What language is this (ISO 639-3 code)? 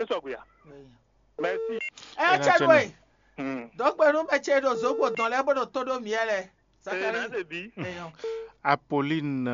fon